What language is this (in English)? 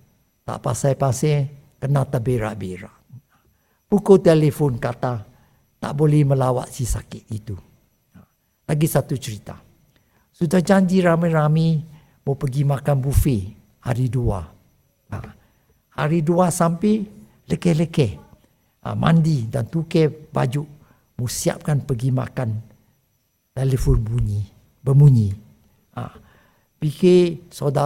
Malay